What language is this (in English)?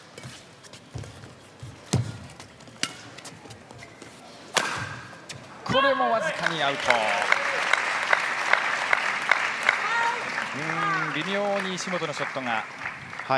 Japanese